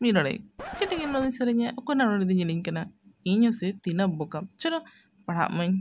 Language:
Santali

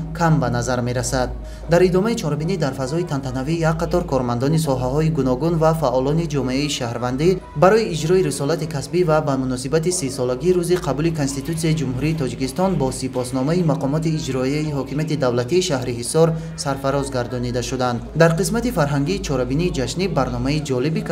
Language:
Tajik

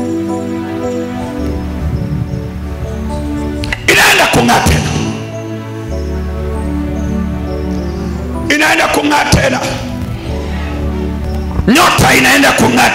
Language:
Swahili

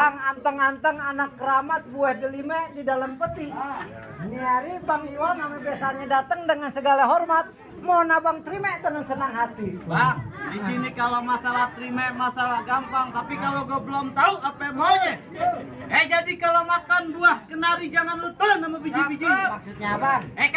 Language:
Betawi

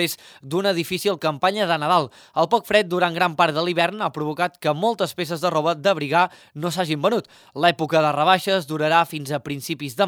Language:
Catalan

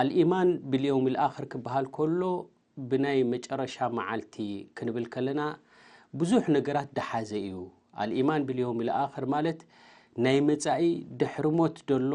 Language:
Tigrinya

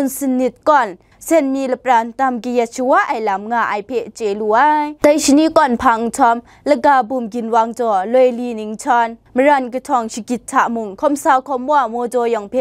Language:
Kachin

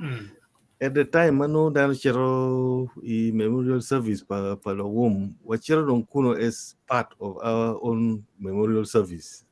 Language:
Acoli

